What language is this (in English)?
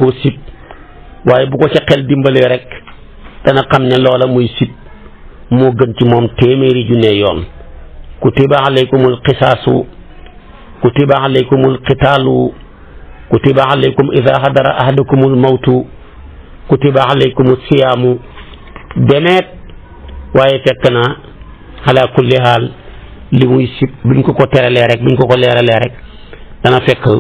Wolof